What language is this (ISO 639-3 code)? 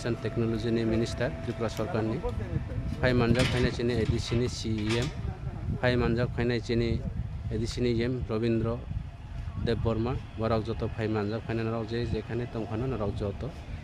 trp